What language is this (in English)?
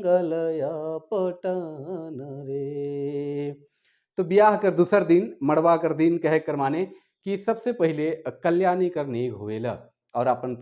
Sadri